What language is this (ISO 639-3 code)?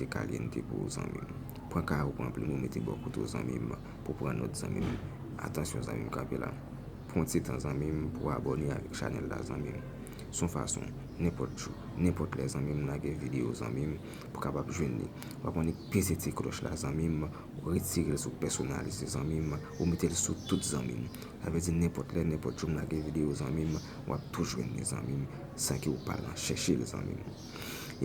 hat